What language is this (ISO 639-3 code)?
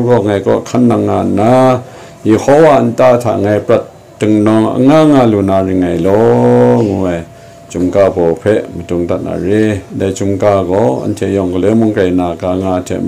kac